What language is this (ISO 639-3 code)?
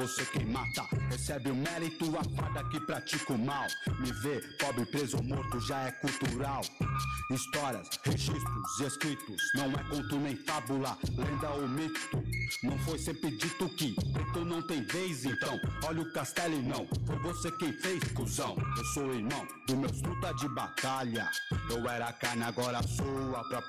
por